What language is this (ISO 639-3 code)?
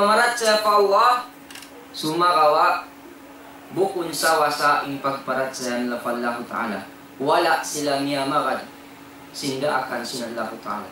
tsg